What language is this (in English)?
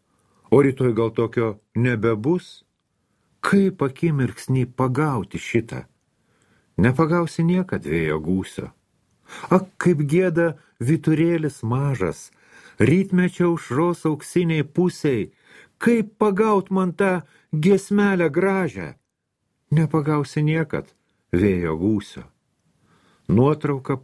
Lithuanian